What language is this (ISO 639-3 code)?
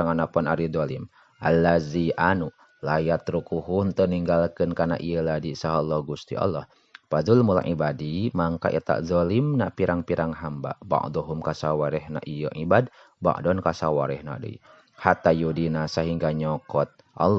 sun